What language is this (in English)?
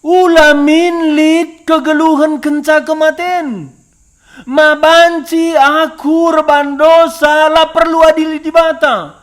Batak Karo